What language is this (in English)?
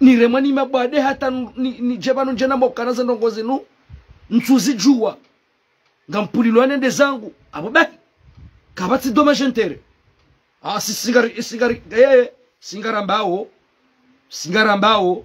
Ngazidja Comorian